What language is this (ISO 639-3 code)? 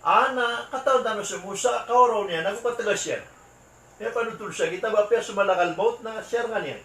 mrw